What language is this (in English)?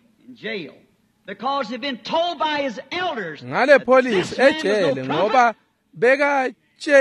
Swati